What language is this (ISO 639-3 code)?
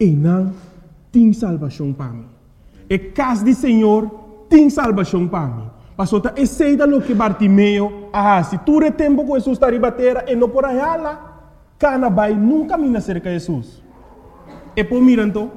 pap